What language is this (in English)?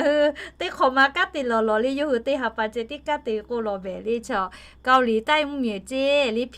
Lahu